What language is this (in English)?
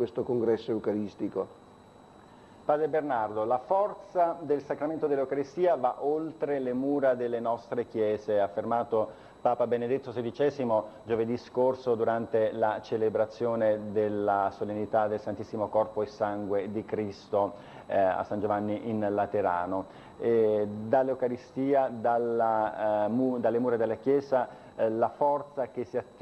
Italian